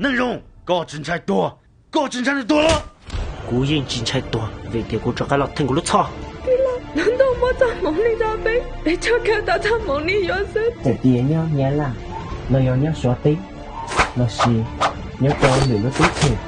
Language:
Hmong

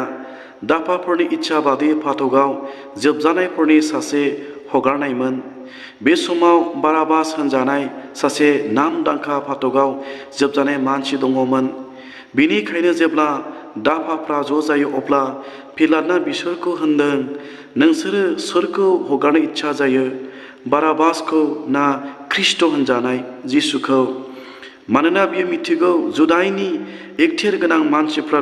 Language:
Bodo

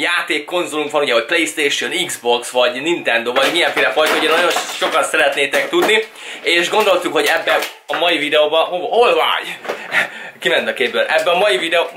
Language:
Hungarian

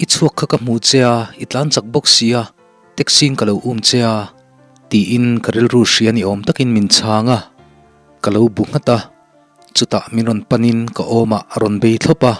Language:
Mizo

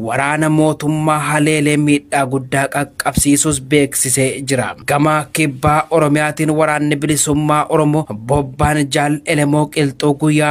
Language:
Oromo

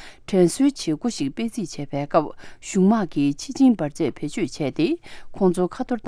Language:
Tibetan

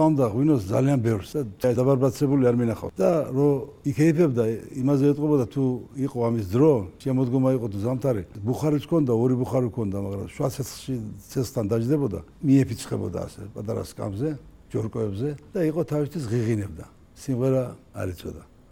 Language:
Georgian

